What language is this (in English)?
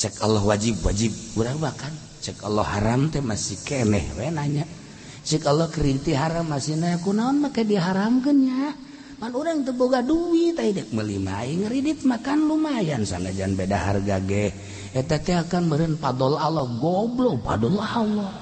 Sundanese